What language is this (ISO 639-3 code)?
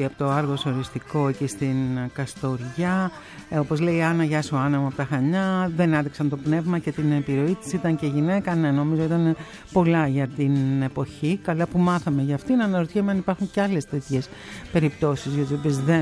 ell